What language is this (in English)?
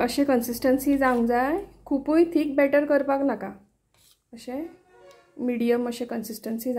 Konkani